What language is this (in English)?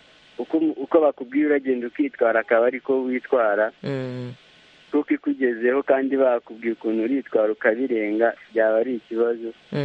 Kinyarwanda